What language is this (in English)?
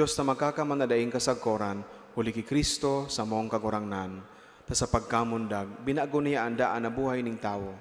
Bikol